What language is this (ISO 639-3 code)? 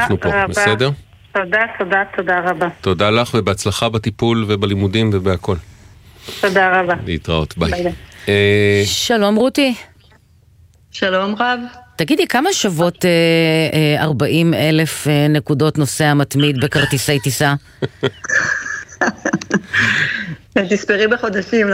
heb